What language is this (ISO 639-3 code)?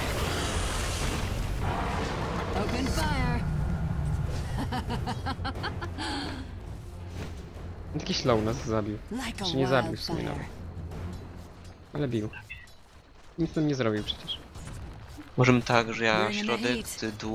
pol